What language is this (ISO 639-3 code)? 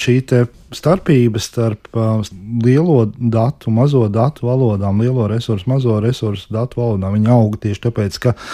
lav